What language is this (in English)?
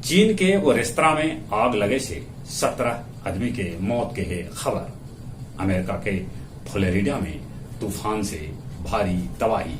Magahi